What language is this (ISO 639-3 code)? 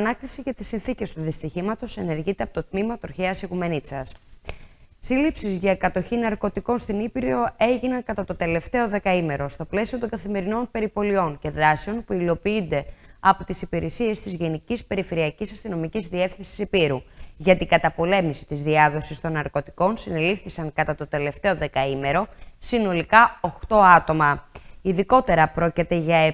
ell